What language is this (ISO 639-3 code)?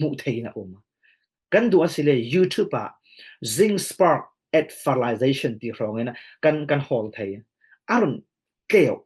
cfm